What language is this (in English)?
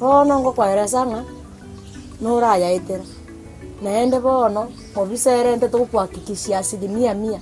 Gusii